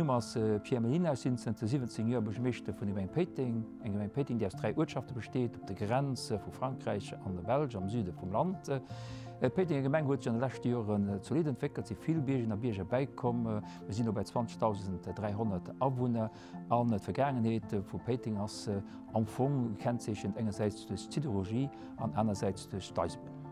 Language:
Luxembourgish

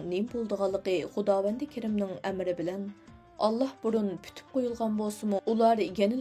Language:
Uyghur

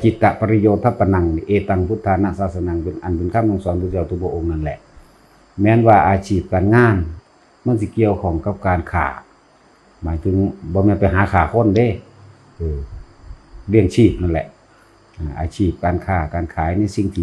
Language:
Northeastern Thai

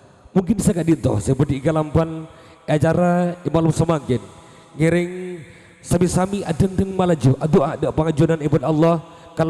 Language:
Madurese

